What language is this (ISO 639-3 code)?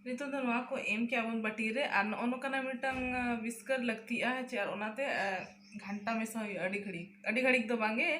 sat